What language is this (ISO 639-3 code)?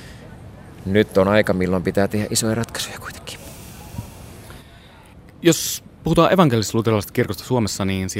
fin